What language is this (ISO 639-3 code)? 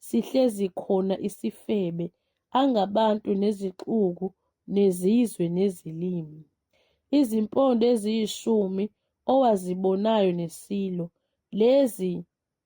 zul